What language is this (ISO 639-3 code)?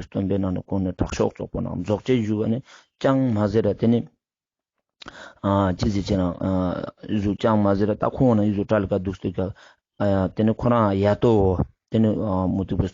lbj